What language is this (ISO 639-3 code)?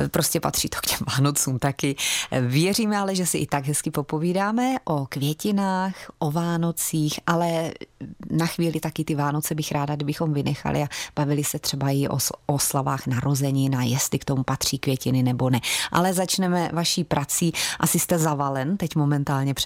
ces